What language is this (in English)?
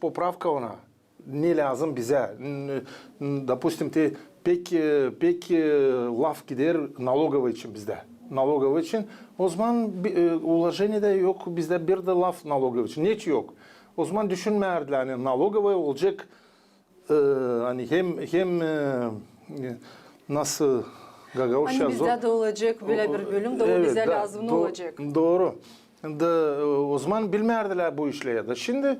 Gagauz